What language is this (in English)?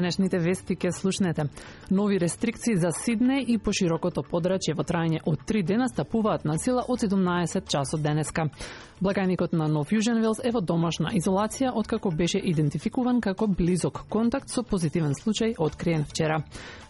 Macedonian